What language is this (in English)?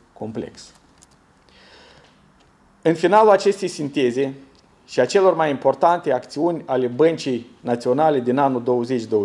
Romanian